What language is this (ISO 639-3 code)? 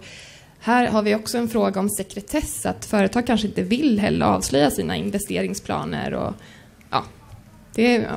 swe